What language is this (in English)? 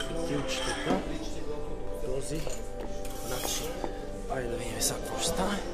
Bulgarian